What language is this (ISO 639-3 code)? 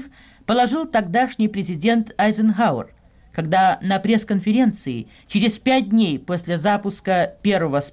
rus